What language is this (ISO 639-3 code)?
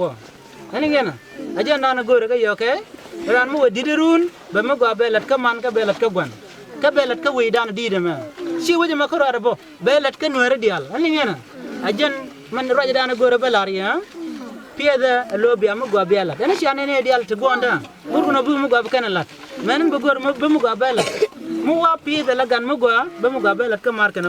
nus